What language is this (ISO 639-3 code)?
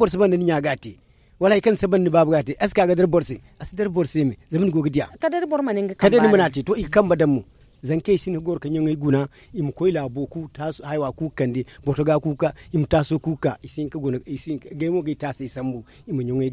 dje